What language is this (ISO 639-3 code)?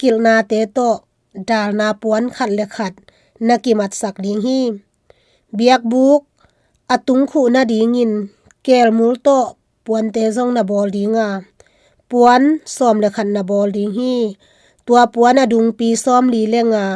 ctd